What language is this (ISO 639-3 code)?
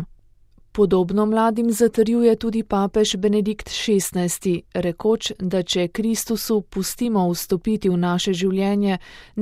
slv